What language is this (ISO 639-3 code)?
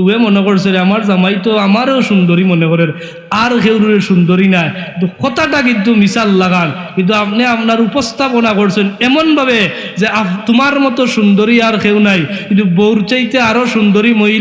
syl